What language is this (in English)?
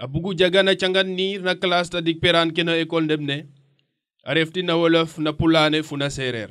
Serer